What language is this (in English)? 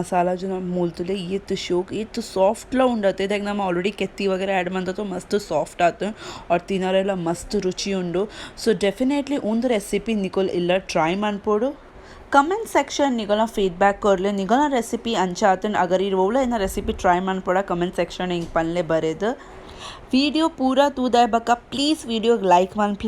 Tulu